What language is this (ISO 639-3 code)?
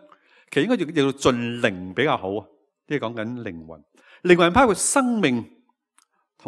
yue